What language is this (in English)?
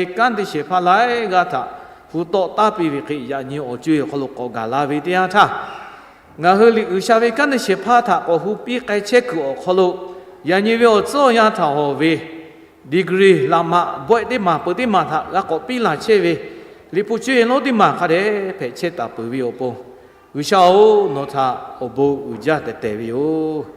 Lahu